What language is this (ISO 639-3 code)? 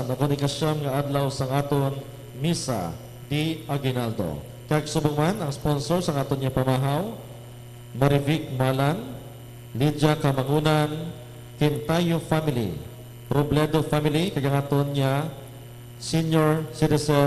hil